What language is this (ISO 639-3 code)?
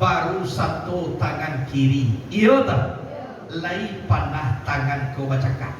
min